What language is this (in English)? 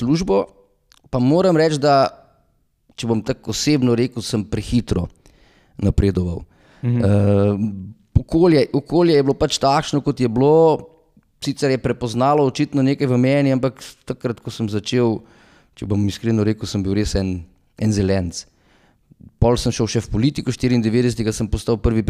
Slovenian